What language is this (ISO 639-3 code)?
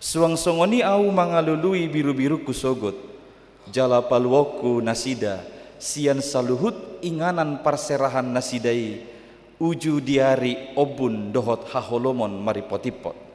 bbc